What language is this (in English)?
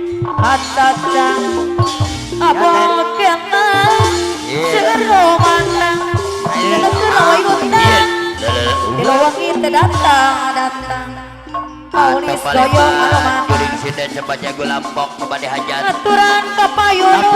Sundanese